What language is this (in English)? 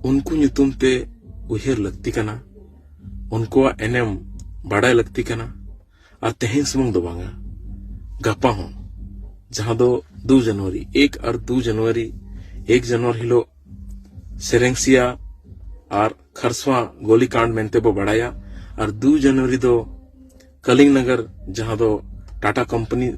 Santali